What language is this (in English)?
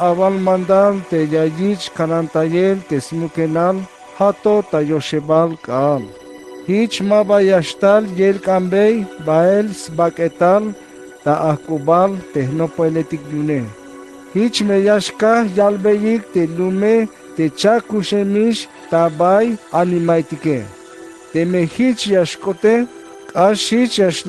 Tzeltal